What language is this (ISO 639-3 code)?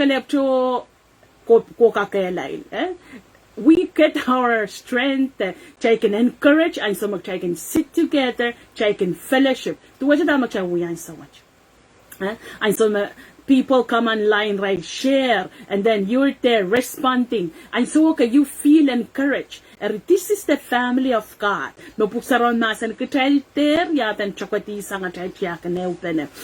pon